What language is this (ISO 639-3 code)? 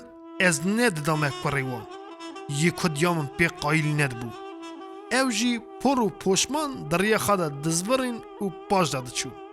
kur